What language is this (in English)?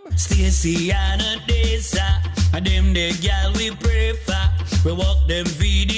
Jamaican Creole English